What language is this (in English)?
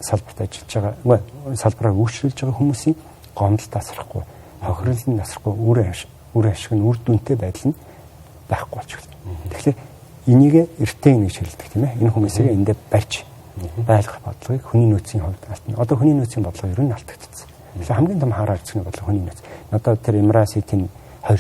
Mongolian